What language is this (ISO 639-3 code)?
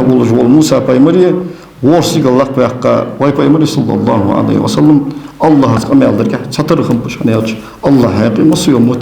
inh